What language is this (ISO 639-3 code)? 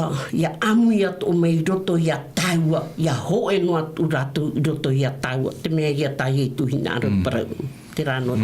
tah